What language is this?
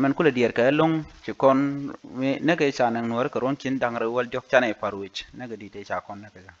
Nuer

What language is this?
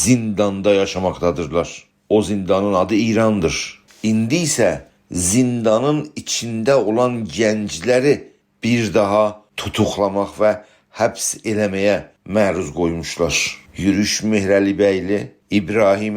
South Azerbaijani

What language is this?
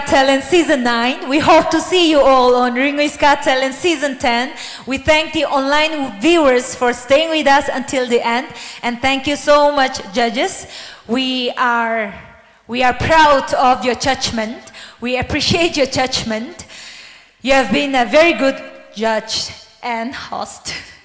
Tangkhul Naga (India)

